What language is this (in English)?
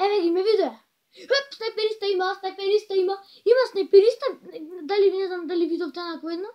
Macedonian